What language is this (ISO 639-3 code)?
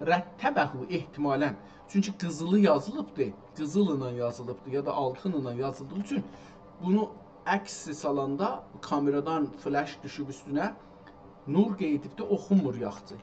azb